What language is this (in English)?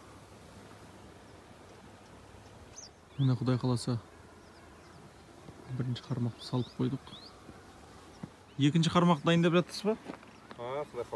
Kazakh